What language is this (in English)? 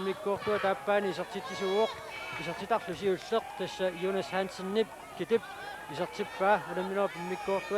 Kalaallisut